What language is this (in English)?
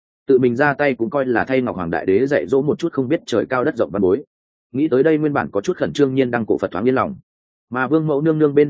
Vietnamese